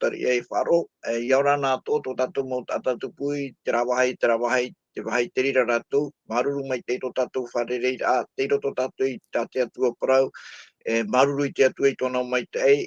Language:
Tahitian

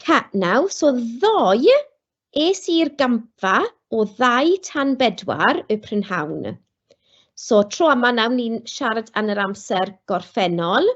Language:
Welsh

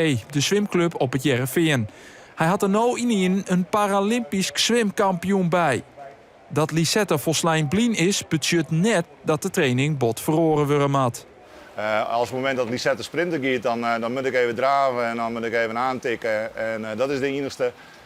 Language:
Western Frisian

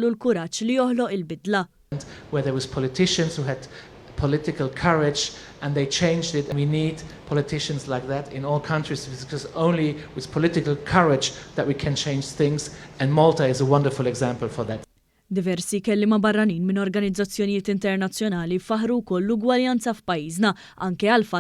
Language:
Maltese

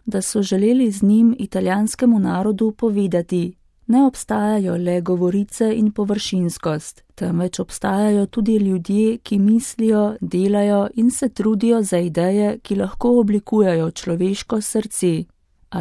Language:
Slovenian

